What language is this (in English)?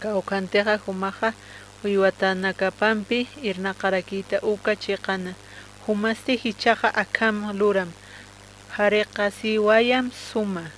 Aymara